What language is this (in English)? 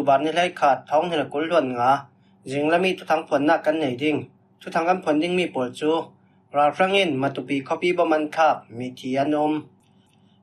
Falam Chin